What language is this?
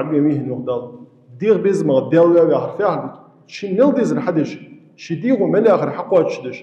Ingush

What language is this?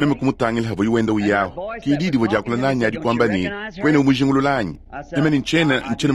Luba-Lulua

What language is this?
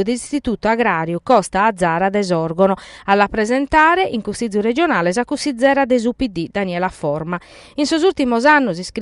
Sardinian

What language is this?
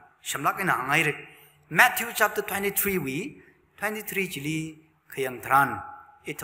Tangkhul Naga (India)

